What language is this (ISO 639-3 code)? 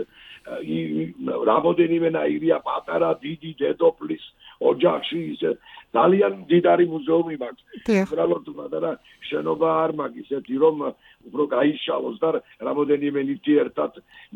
kat